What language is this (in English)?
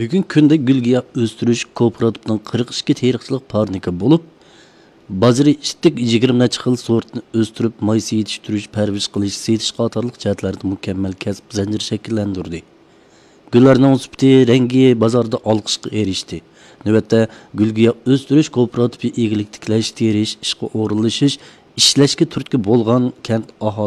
Uyghur